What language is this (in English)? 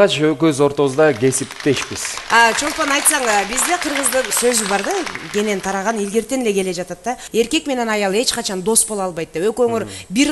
Kyrgyz